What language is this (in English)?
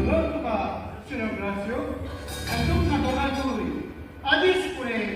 Konkani